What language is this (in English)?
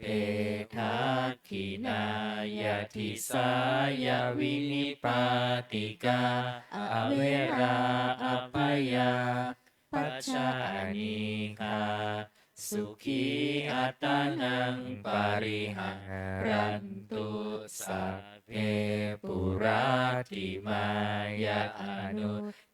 Pali